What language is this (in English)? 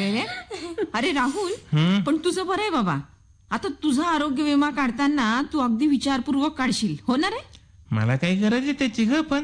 Marathi